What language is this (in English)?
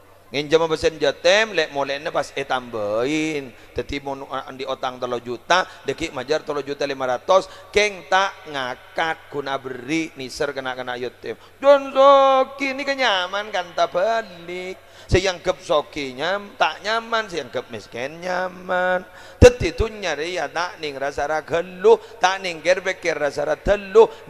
Madurese